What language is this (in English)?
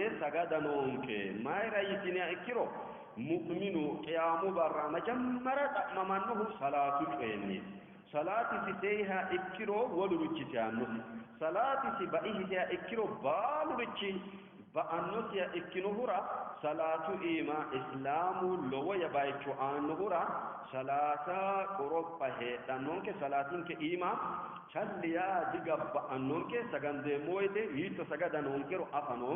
Sidamo